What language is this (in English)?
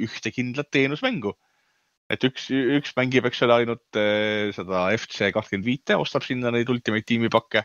Estonian